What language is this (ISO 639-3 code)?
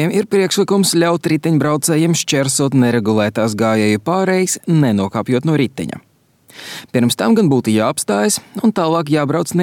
lav